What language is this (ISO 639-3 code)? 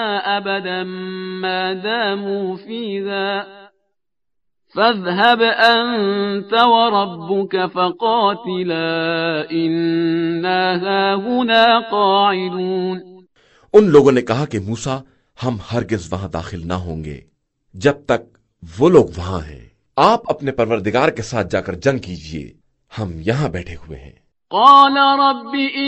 urd